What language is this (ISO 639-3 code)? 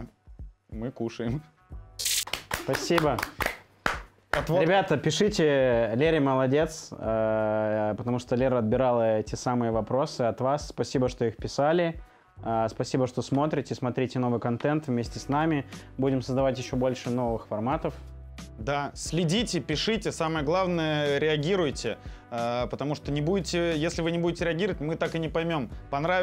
rus